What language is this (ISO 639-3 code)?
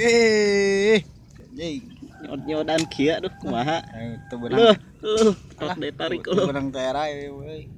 sun